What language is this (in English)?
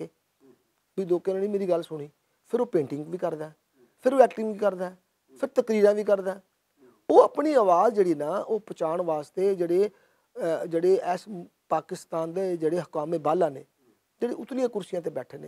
Western Panjabi